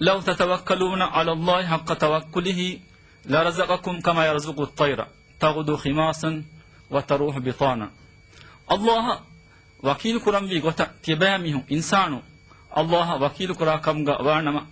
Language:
Divehi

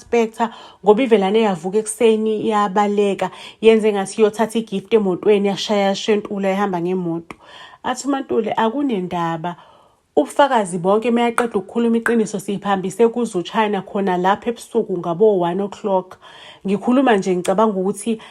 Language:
Zulu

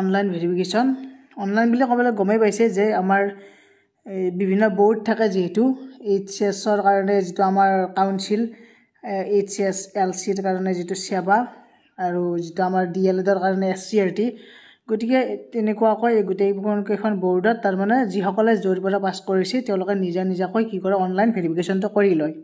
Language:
Assamese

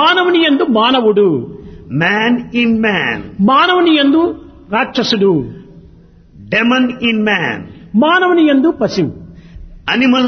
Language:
Telugu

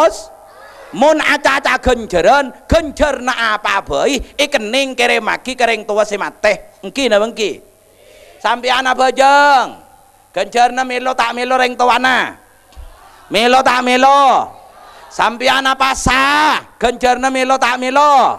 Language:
Madurese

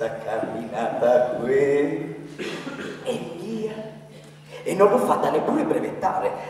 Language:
Italian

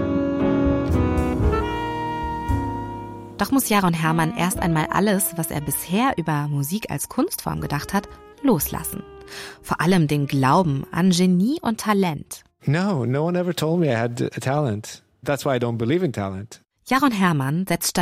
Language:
German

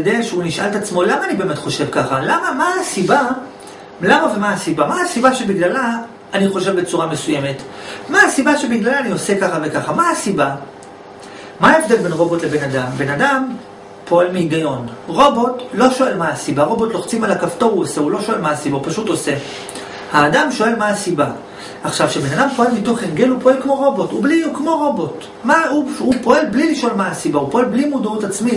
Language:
Hebrew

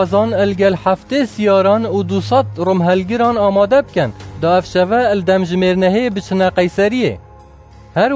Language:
Kurdish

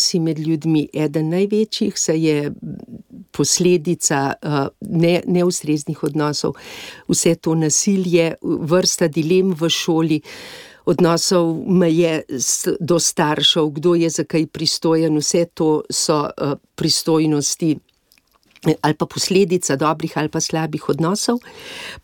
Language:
Slovenian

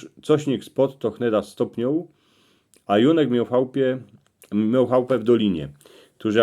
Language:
Silesian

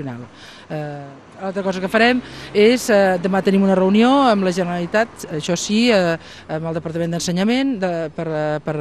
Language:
Catalan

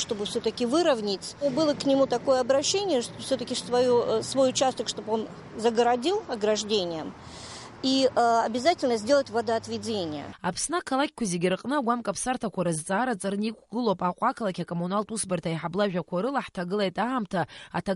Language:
Abkhazian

